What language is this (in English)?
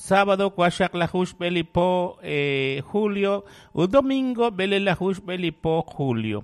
Kekchí